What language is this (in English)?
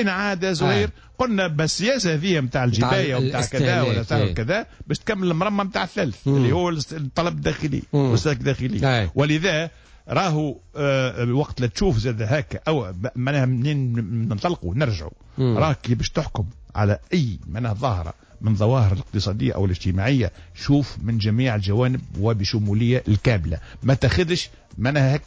Tunisian Arabic